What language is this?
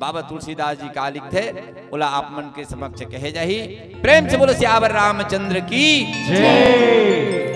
Chhattisgarhi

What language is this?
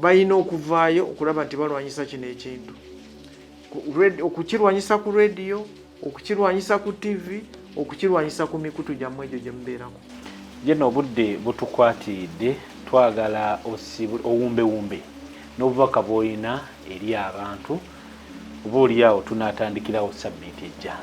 Ganda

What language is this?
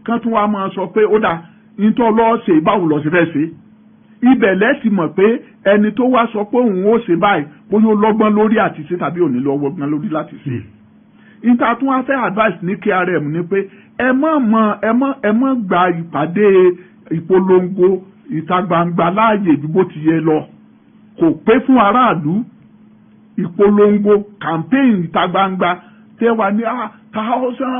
Yoruba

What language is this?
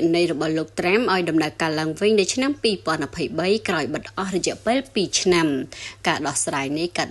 Khmer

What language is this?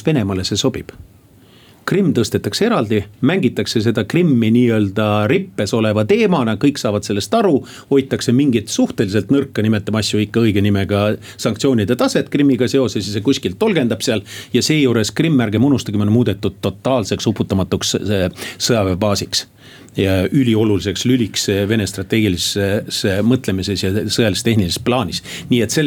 Estonian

